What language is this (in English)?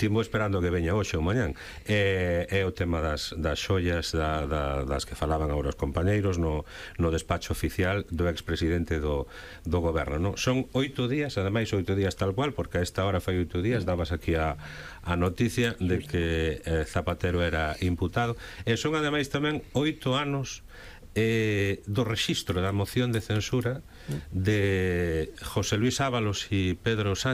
Galician